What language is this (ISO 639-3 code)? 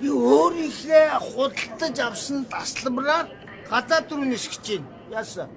mon